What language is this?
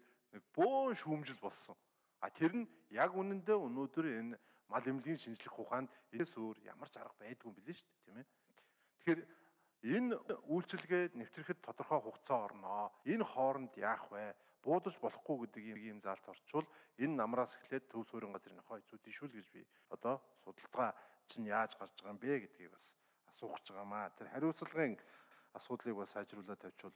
Mongolian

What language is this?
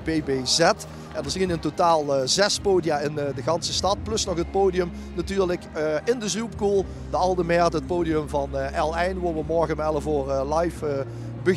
Limburgish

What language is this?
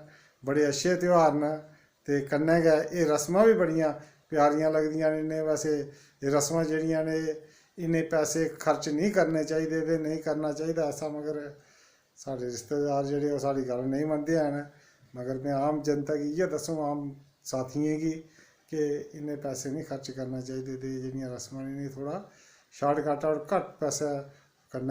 Dogri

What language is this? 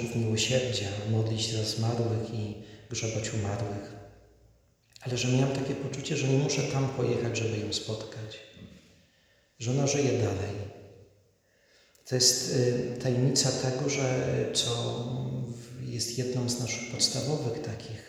Polish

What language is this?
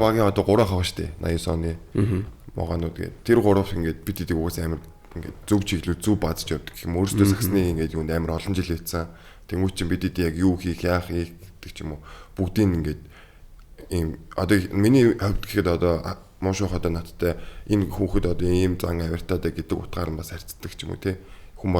Mongolian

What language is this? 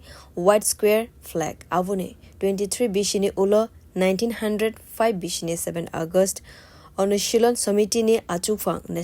Kok Borok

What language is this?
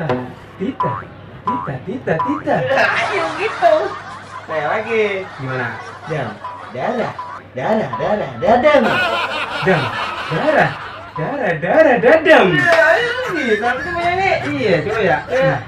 Betawi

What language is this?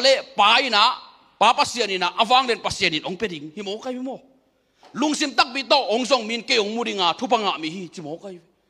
Tedim Chin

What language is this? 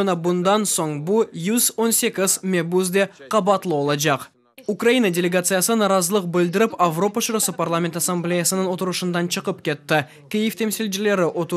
Crimean Tatar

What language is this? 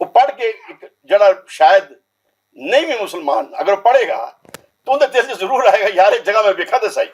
Western Panjabi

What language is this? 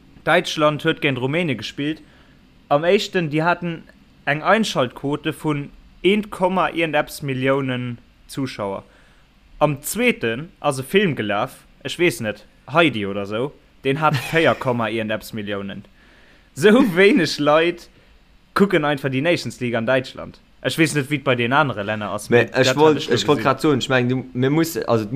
Luxembourgish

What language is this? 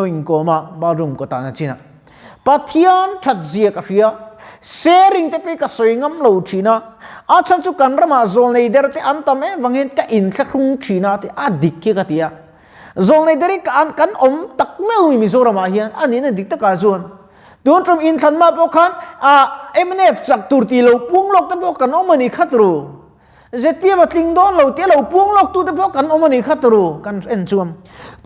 Mizo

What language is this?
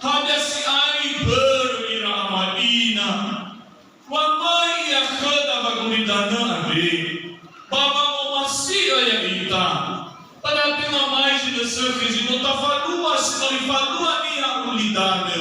Nias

